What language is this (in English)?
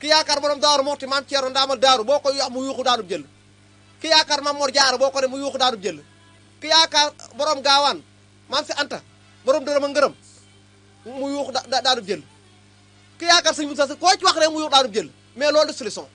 Wolof